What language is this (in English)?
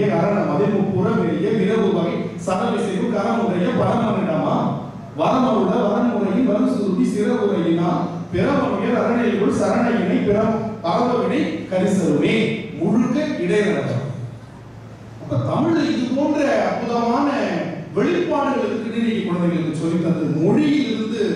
Tamil